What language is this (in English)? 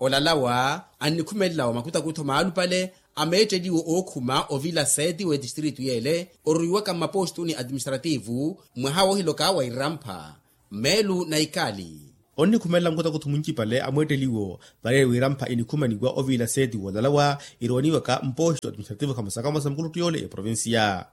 Makhuwa